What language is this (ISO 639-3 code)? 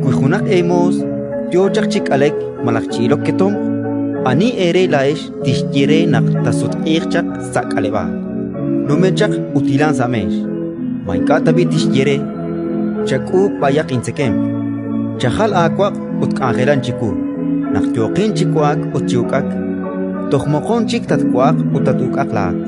kek